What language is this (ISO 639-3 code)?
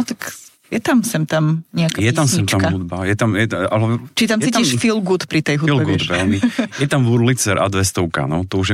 slk